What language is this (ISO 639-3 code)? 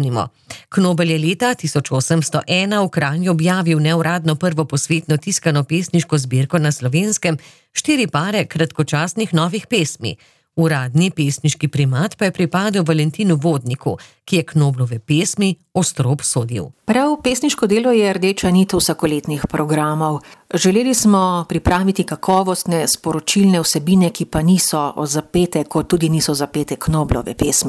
slv